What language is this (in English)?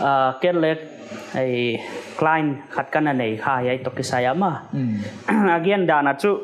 Paite Chin